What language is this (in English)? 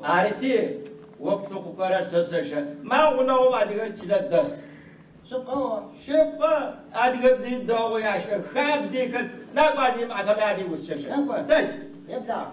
Adyghe